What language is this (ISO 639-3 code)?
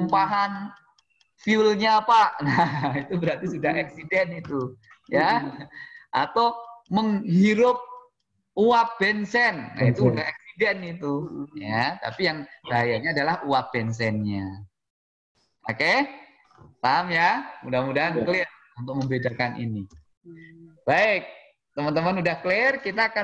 ind